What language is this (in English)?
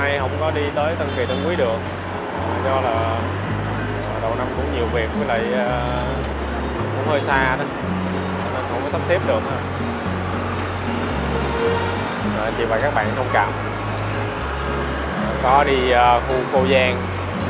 Vietnamese